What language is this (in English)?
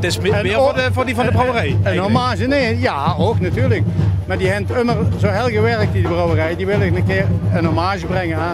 Limburgish